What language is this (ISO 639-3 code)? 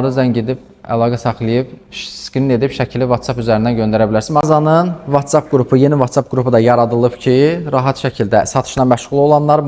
aze